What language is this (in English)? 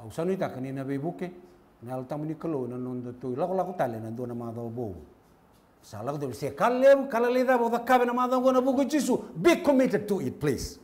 Fijian